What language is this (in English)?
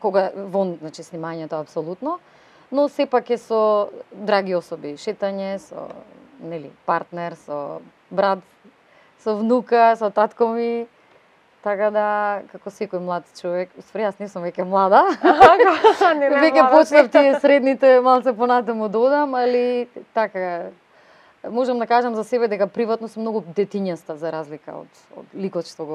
Macedonian